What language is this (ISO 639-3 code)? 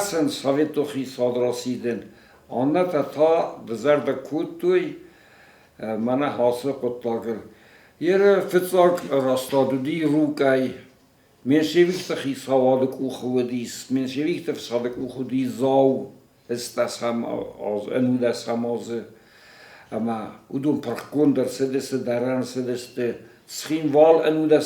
oss